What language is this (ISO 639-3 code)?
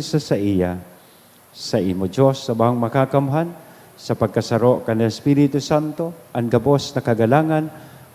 bik